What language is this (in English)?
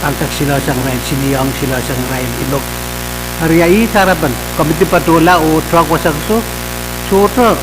Pohnpeian